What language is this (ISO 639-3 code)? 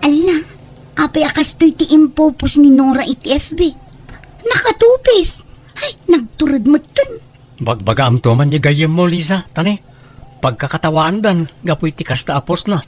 ilo